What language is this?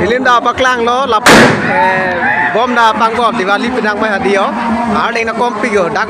Karbi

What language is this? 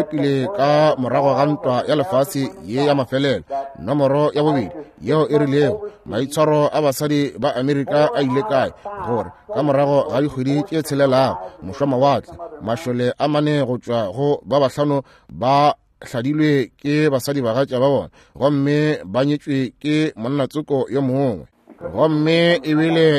Northern Sotho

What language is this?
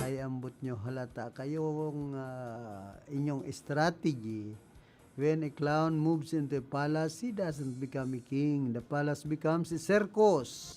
Bikol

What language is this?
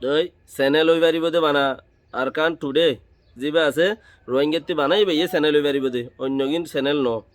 Rohingya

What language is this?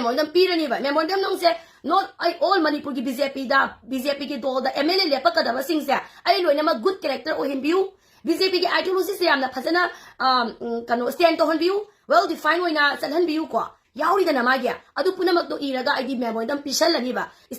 Manipuri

